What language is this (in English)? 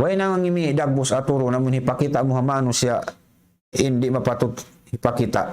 Tausug